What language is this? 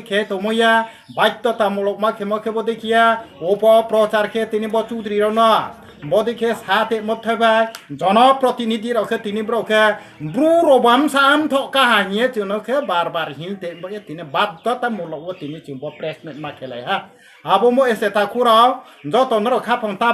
Riang (India)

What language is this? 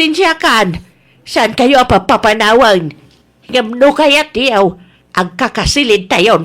Iloko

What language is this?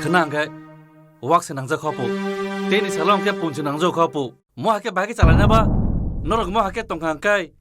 Kok Borok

